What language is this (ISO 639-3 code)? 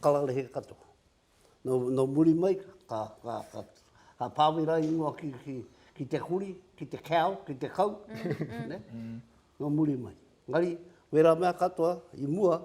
mri